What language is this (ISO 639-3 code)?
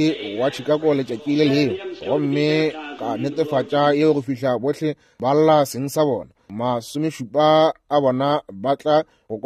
nso